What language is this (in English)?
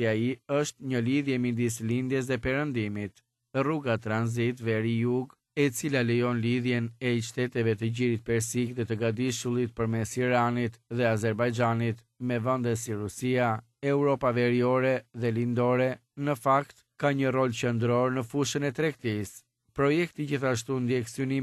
Albanian